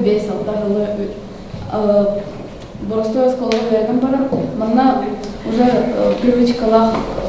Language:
Yakut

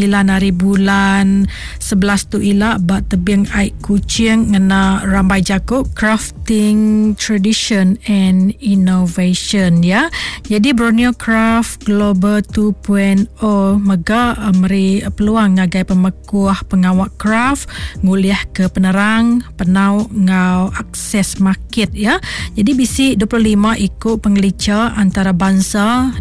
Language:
Iban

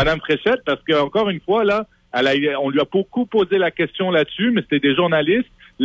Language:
French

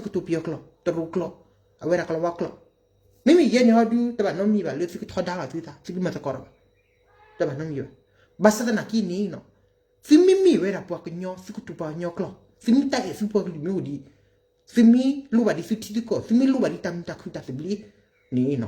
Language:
S'gaw Karen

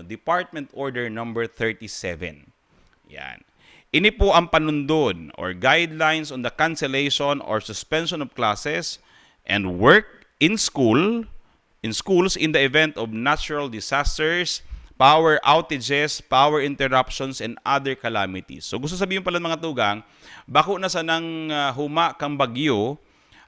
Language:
Bikol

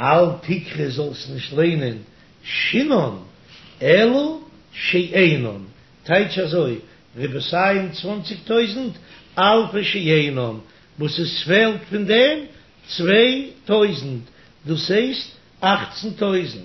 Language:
Yiddish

